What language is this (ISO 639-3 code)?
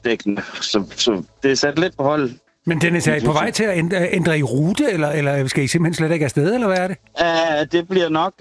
dan